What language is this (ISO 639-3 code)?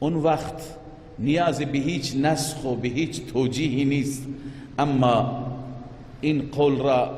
fas